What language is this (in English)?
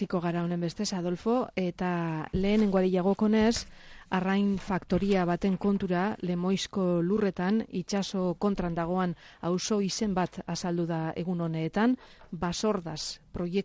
Basque